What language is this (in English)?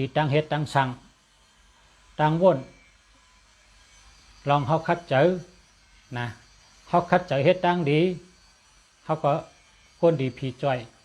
Shan